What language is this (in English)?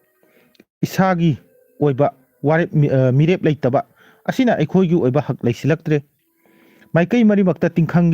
Manipuri